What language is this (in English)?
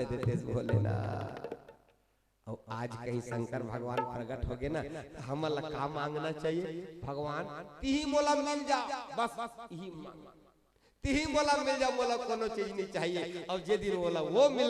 Chhattisgarhi